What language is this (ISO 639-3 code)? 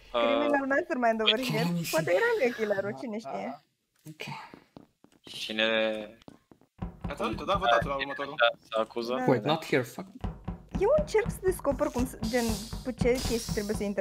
ron